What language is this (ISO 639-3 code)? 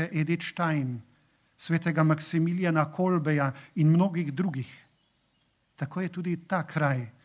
slv